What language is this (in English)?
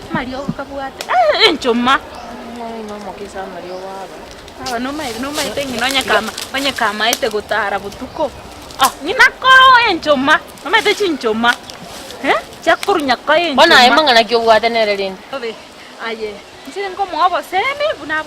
Gusii